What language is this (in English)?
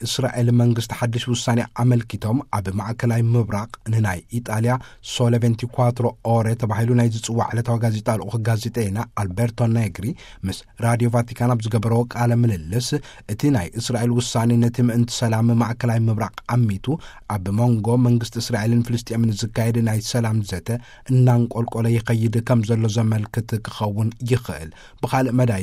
Tigrinya